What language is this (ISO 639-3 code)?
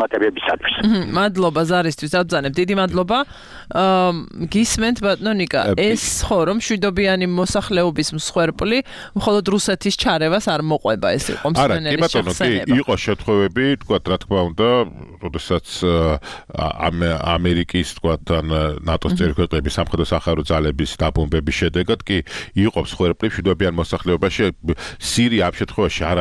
kat